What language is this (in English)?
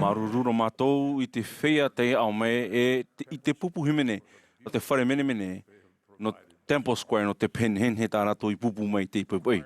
Tahitian